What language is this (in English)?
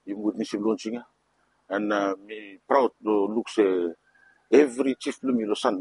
Bislama